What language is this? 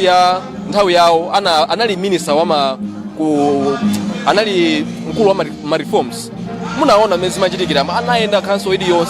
Nyanja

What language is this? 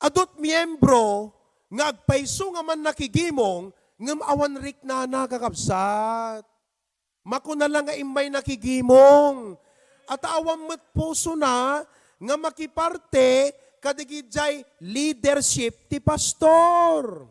Iloko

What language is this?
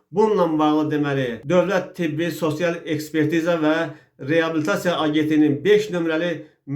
Azerbaijani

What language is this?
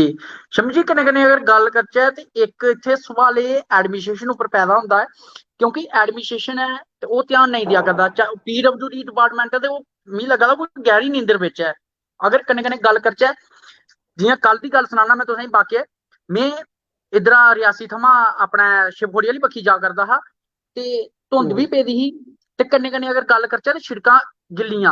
Dogri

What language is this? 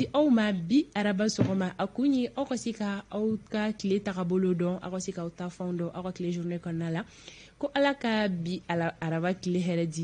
Bambara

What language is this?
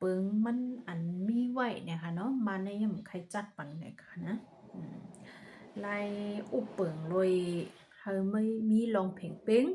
Shan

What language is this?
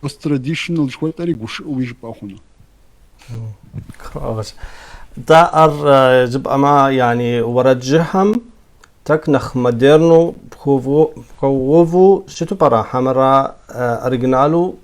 Kabardian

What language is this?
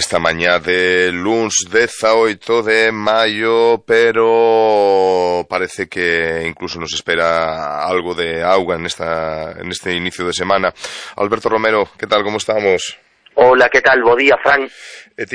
Galician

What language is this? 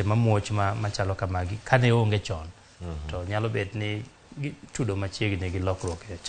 Luo (Kenya and Tanzania)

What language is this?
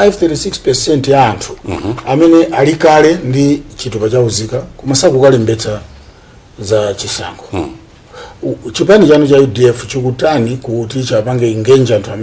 Nyanja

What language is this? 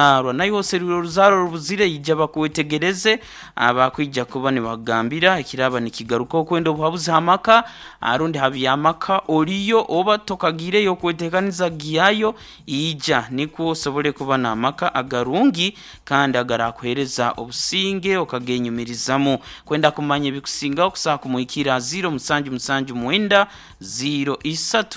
Nyoro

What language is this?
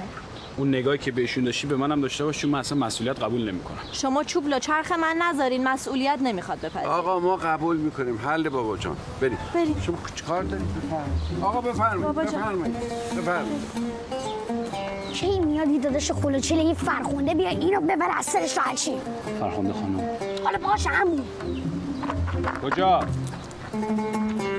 Persian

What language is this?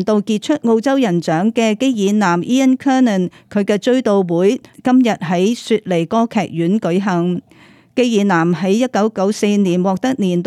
Cantonese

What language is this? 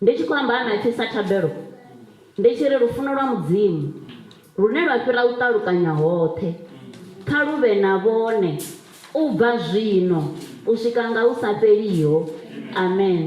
Venda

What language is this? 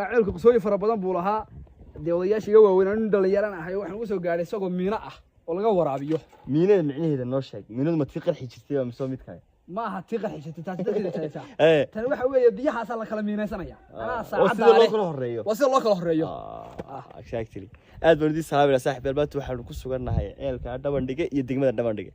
Somali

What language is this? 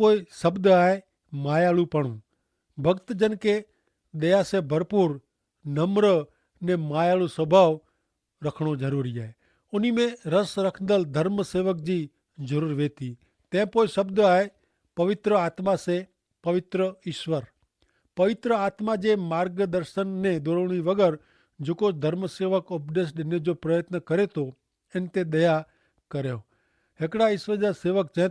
Kachhi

